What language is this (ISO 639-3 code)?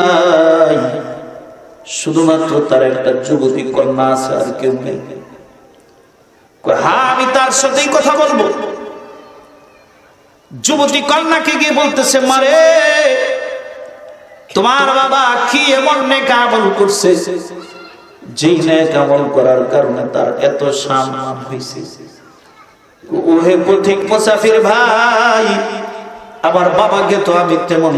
ben